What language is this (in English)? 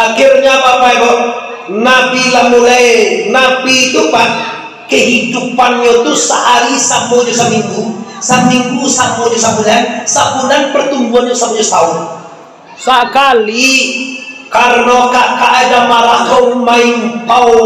Minangkabau